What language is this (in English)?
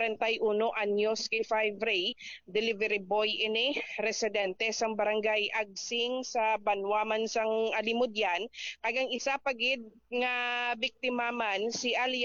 Hiligaynon